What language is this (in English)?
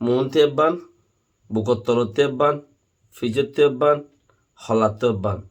Rohingya